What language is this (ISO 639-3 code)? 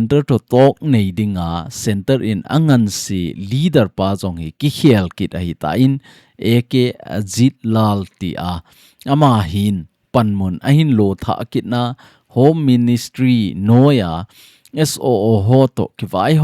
tcz